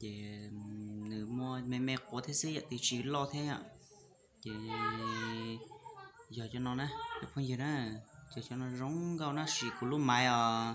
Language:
Hmong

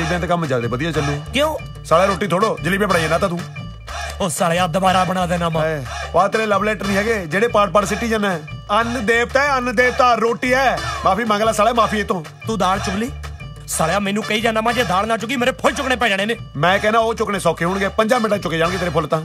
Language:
Punjabi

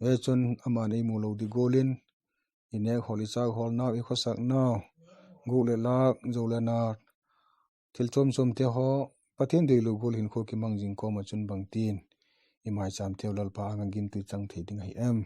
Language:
Vaiphei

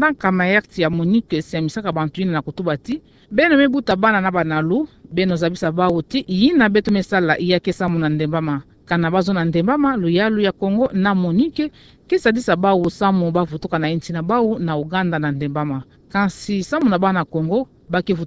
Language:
Kituba (Democratic Republic of Congo)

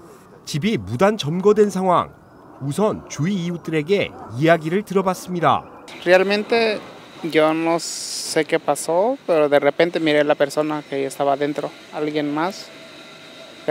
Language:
Korean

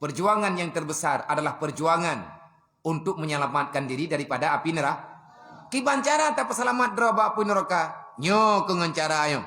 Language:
Achinese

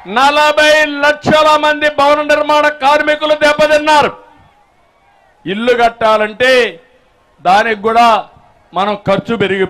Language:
Telugu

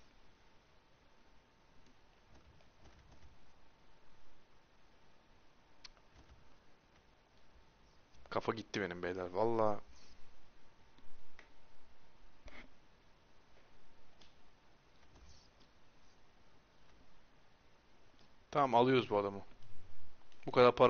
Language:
Turkish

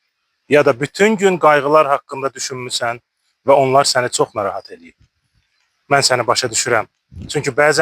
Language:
Azerbaijani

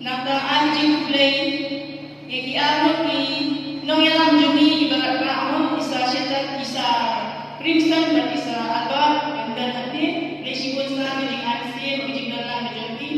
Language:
Khasi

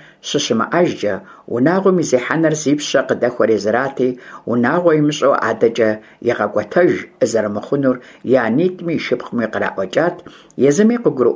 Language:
Kabardian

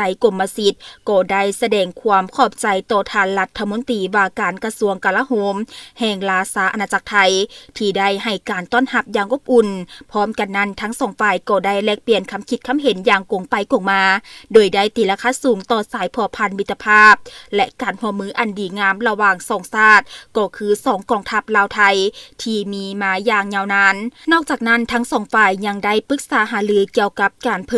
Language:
Lao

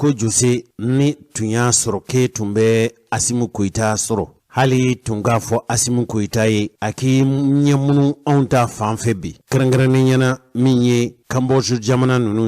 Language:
Bambara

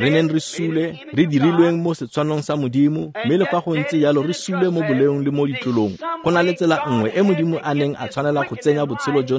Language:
Tswana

